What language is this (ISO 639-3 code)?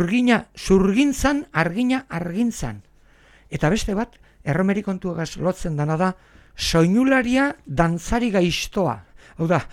eus